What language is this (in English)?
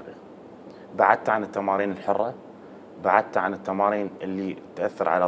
Mesopotamian Arabic